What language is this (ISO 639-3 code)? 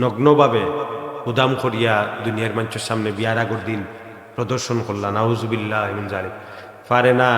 syl